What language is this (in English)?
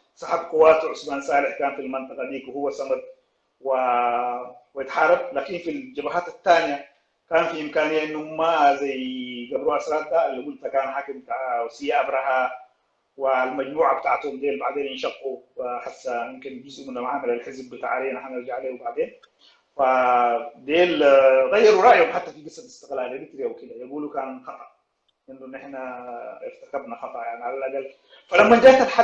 Sudanese Arabic